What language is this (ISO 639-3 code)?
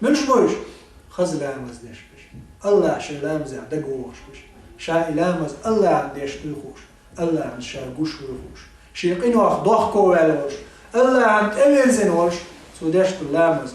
che